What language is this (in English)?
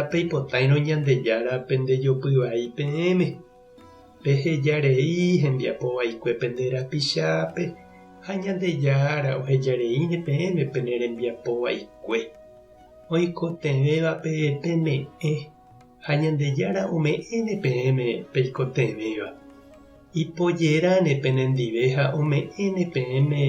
Guarani